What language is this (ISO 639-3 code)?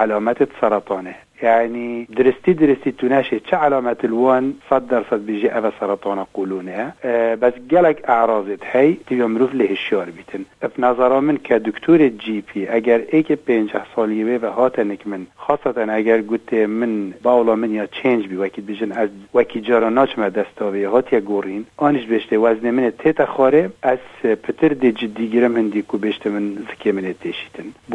kur